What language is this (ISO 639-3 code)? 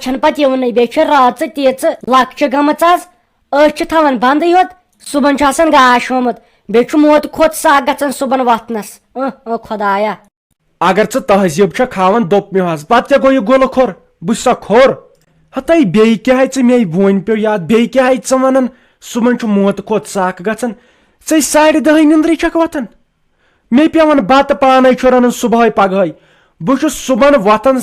kas